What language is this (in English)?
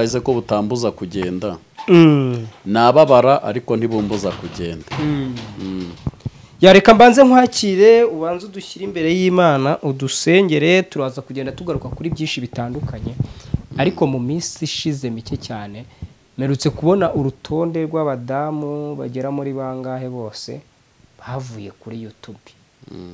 Kinyarwanda